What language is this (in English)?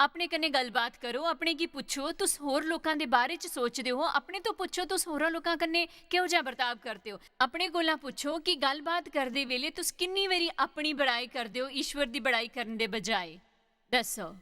Dogri